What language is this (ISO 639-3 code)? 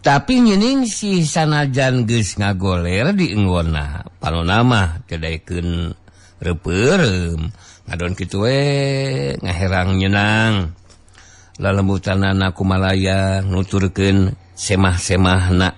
sun